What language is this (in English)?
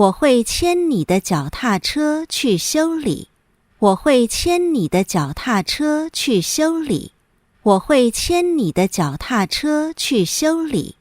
Hakka Chinese